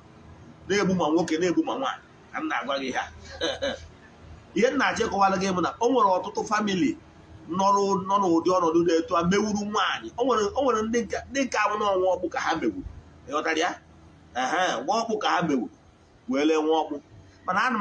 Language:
Igbo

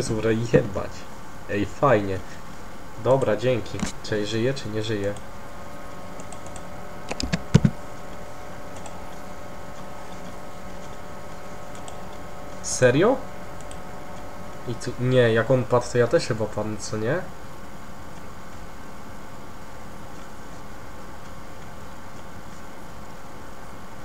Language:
Polish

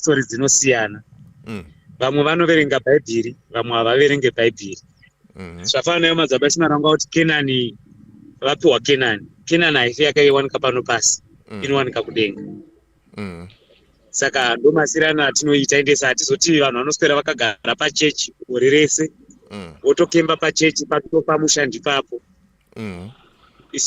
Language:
Shona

